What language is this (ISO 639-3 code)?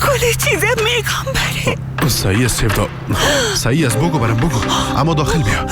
fas